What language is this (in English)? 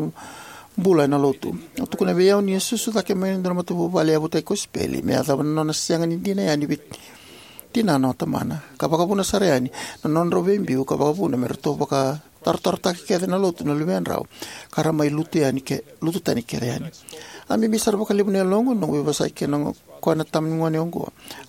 Fijian